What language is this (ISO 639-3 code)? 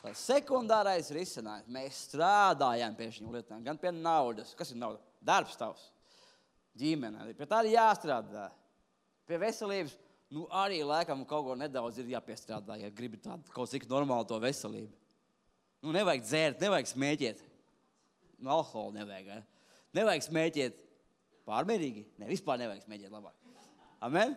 lav